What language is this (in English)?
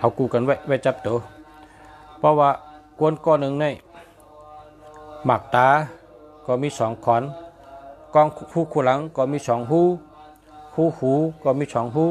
Shan